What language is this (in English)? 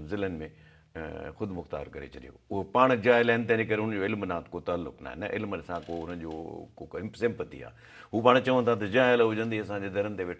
Sindhi